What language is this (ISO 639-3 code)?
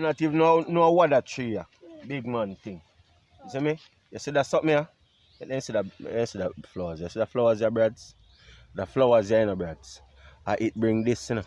jam